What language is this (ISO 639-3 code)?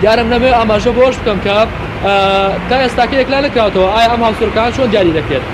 ckb